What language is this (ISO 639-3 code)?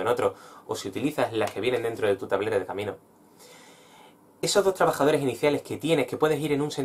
spa